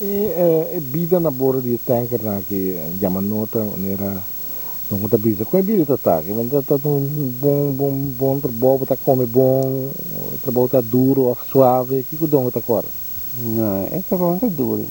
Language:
Papiamento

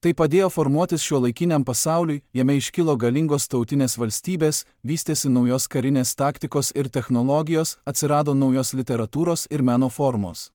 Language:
Lithuanian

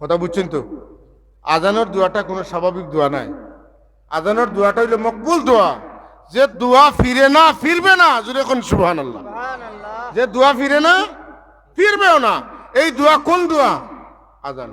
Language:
Sylheti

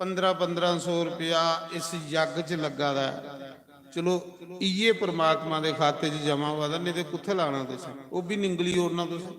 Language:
Dogri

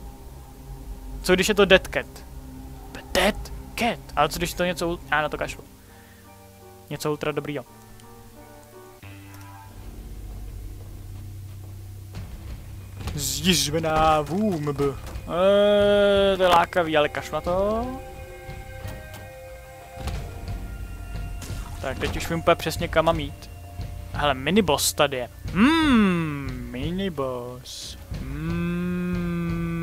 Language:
Czech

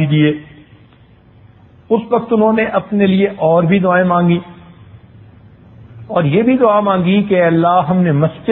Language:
Urdu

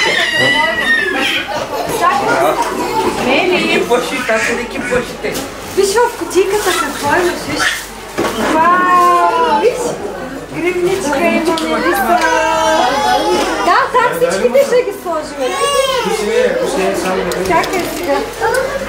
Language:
Bulgarian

